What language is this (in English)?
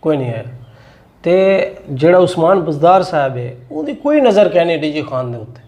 Saraiki